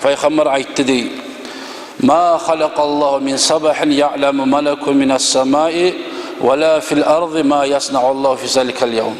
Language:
Kumyk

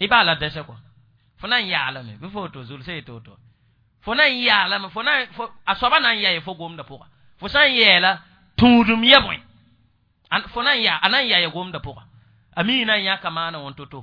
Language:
Mossi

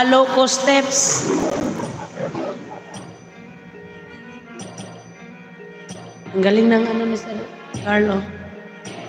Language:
Filipino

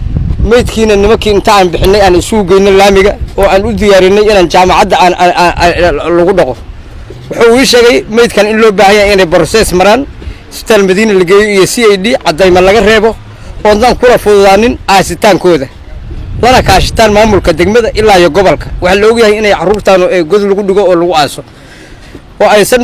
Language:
Somali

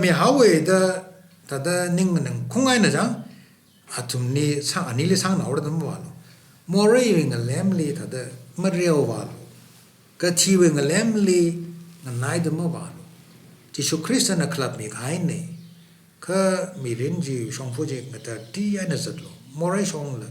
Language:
Tangkhul Naga (India)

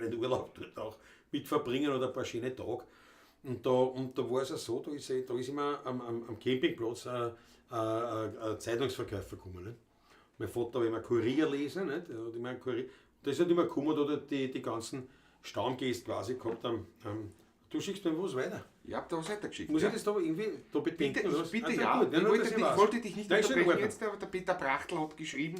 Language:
Bavarian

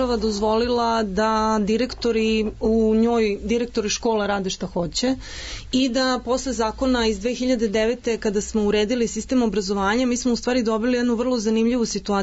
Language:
Serbian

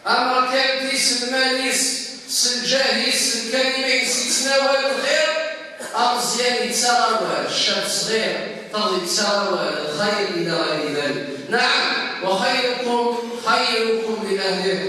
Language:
Kabyle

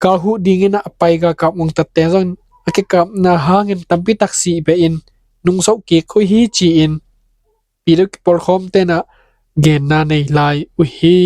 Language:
Tedim Chin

